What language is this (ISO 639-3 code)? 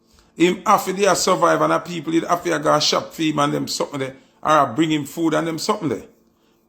jam